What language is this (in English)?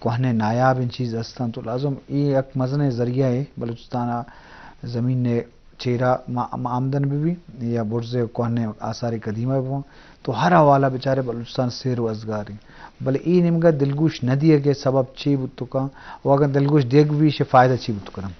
Eastern Balochi